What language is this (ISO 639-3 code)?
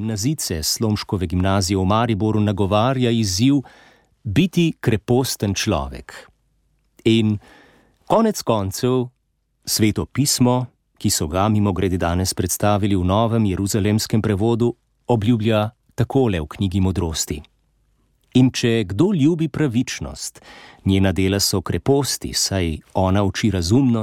slv